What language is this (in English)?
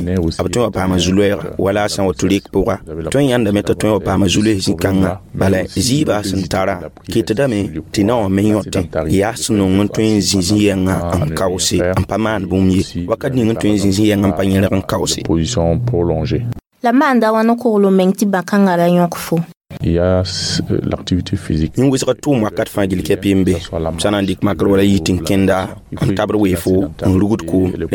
Mossi